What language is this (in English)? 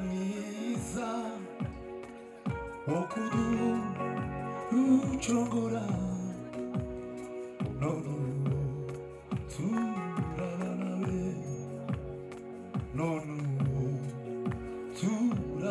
Kinyarwanda